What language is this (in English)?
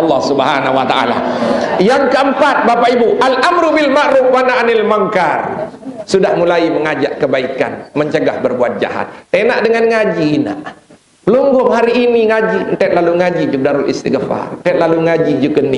Sasak